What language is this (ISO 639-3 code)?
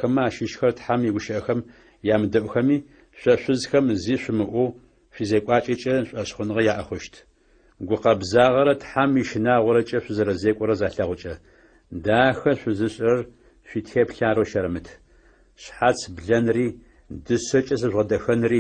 ady